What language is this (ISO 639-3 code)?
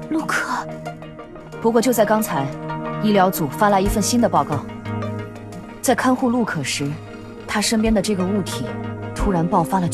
zho